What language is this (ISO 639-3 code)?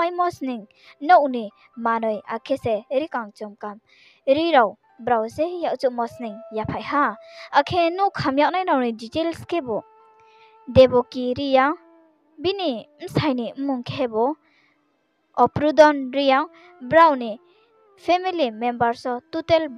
ria